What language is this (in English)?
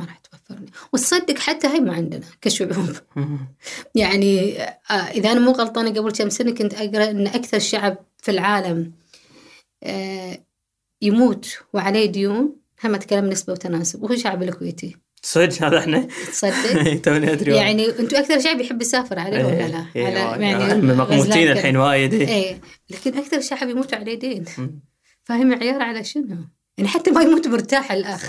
Gulf Arabic